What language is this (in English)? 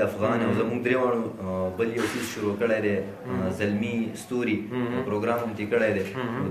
Pashto